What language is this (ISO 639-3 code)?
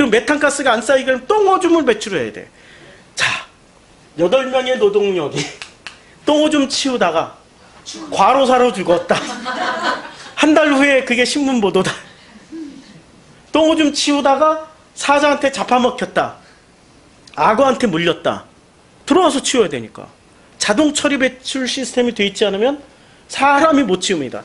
kor